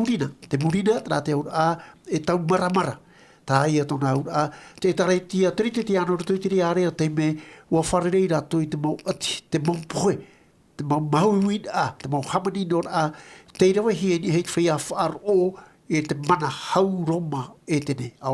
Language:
Tahitian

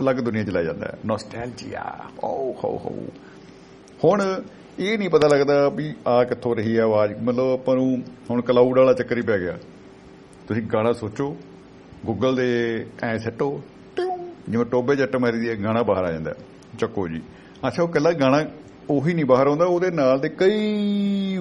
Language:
Punjabi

